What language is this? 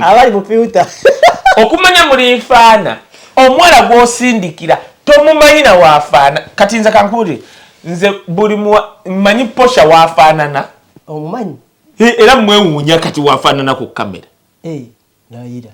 Ganda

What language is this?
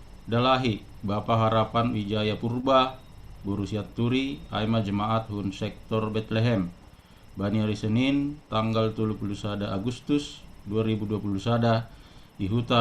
Batak Simalungun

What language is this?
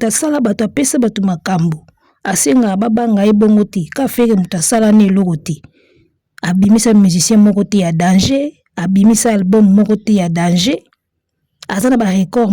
Lingala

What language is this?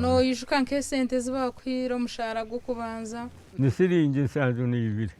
Nyankole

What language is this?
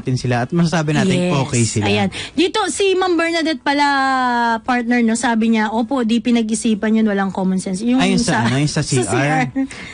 Filipino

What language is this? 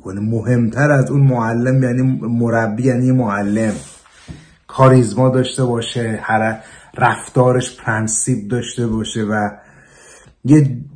Persian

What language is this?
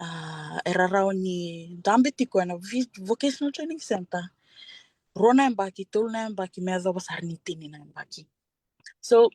Fijian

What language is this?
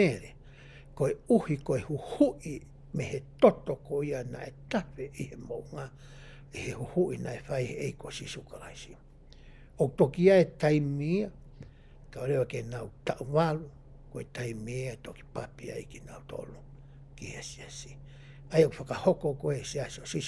Tongan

